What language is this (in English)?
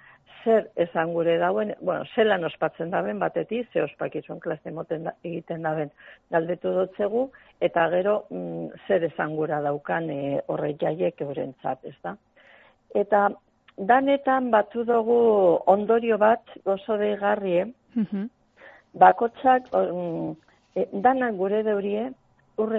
Basque